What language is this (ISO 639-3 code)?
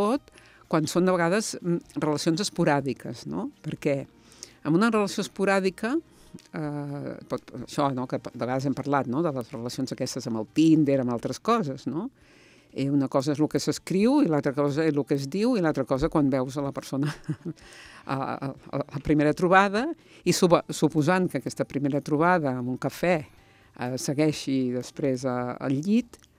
cat